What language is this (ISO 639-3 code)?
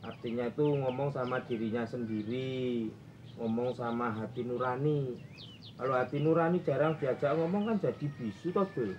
bew